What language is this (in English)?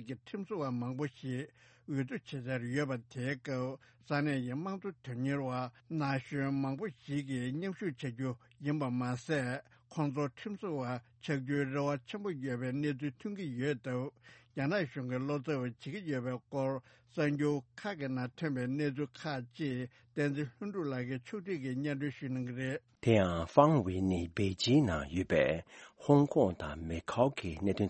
Tibetan